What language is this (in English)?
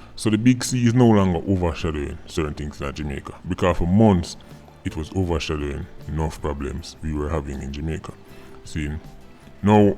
Jamaican Creole English